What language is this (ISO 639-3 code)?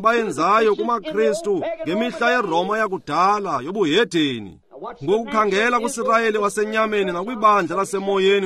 xho